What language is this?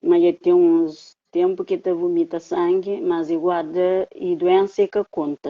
Kabuverdianu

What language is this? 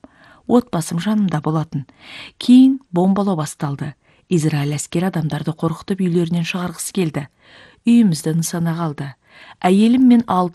Kazakh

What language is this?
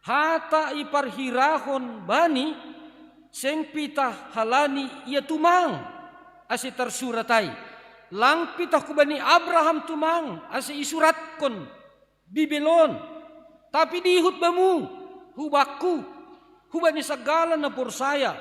Batak Simalungun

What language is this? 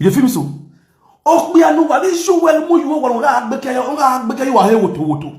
Nigerian Pidgin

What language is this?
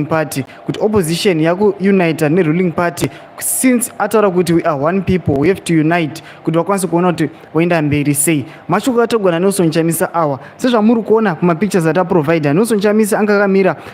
Shona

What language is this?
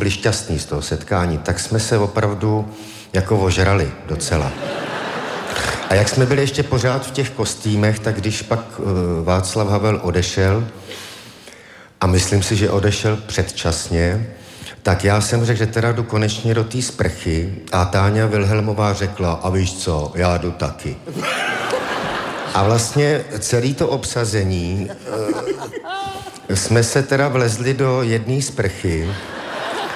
Czech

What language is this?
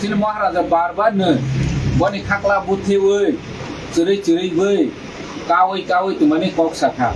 Kok Borok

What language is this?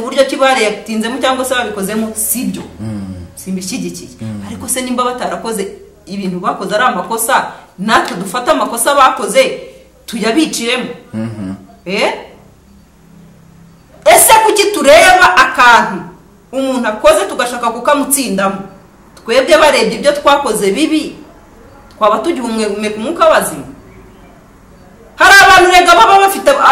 Kinyarwanda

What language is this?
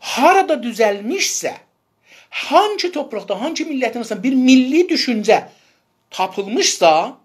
South Azerbaijani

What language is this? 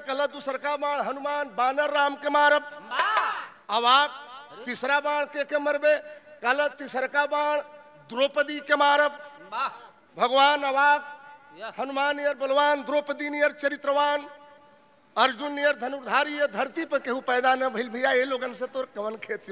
Bhojpuri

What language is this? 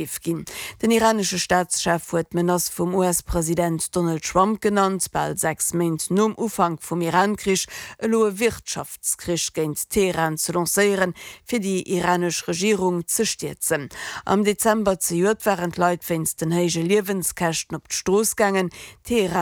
Luxembourgish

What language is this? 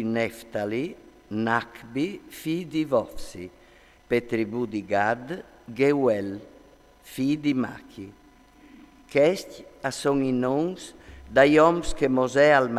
Friulian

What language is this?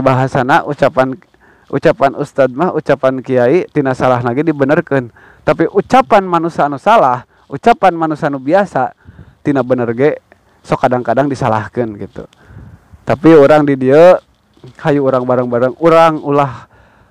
Sundanese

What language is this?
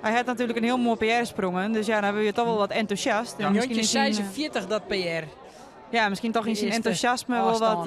Western Frisian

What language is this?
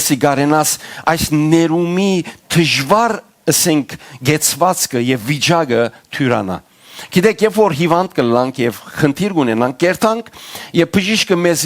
Western Armenian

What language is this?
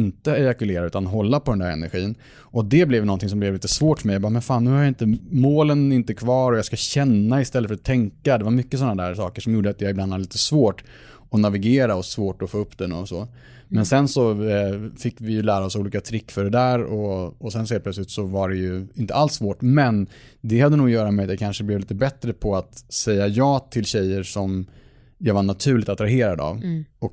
Swedish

